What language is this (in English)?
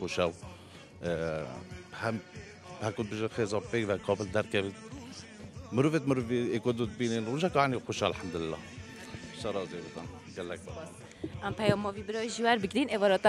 Kurdish